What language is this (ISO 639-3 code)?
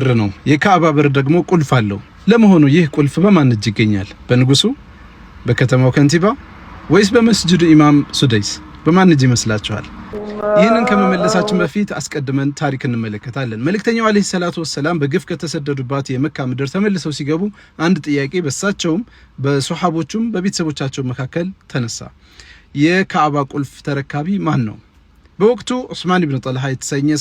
amh